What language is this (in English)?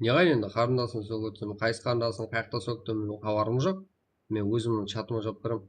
Kara-Kalpak